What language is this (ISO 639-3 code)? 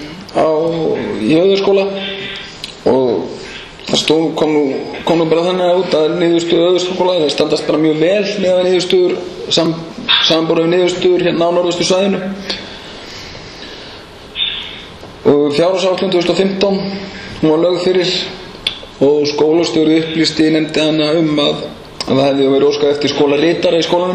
isl